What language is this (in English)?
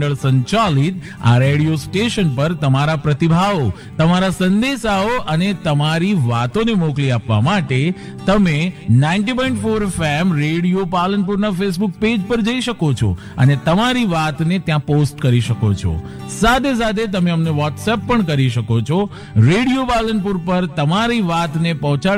Gujarati